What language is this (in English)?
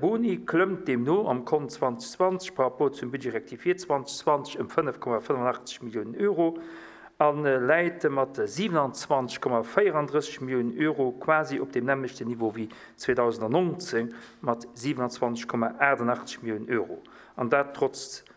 Luxembourgish